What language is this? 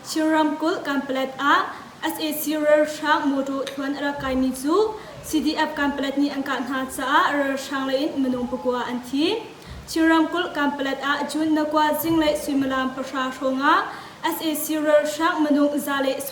Hakha Chin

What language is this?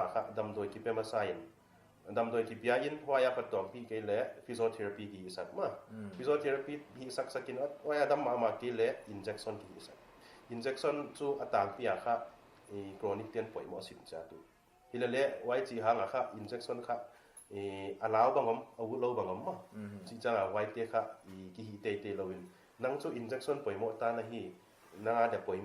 Paite Chin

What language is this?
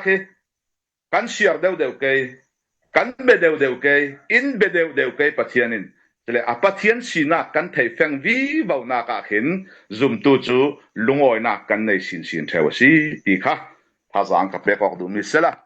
Falam Chin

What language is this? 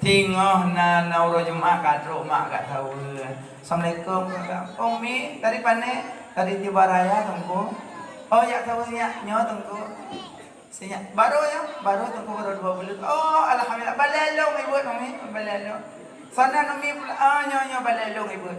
Achinese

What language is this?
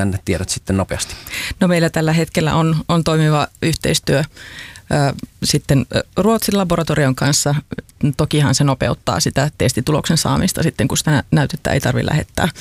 Finnish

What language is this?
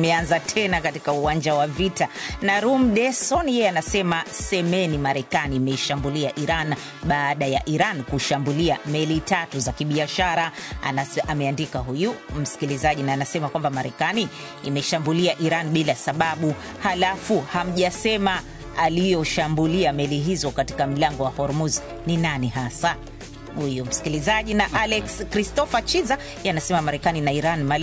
Swahili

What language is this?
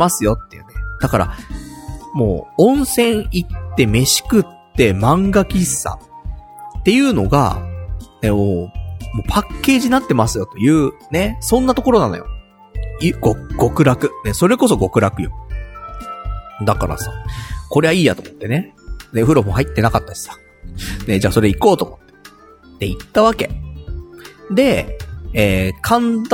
Japanese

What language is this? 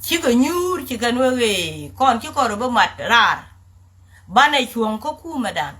Nuer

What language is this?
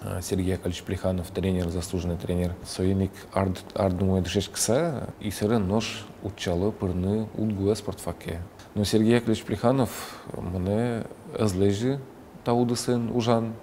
Udmurt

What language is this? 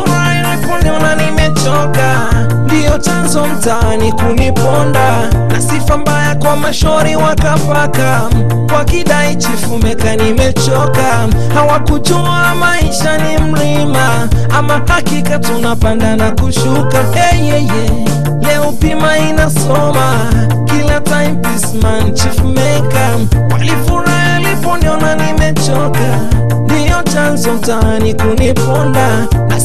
Swahili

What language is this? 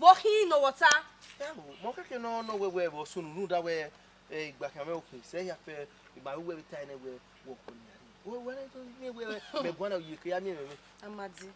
Bini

